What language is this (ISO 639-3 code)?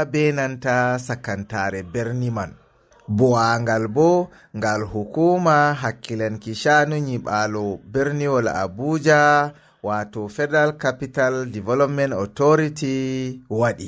ful